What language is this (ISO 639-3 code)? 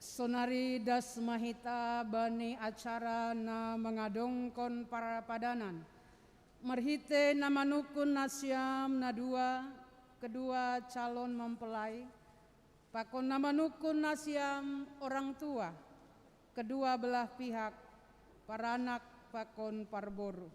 bts